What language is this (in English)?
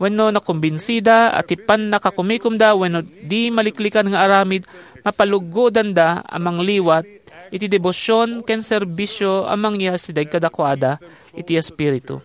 Iloko